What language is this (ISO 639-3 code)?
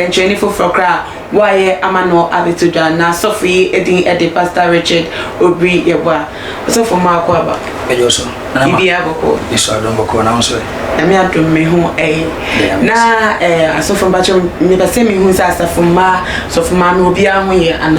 aka